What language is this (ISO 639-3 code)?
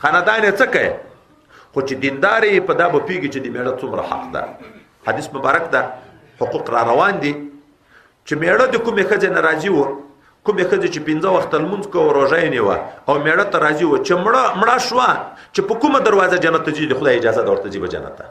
pus